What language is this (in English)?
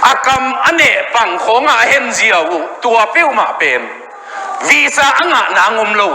Tedim Chin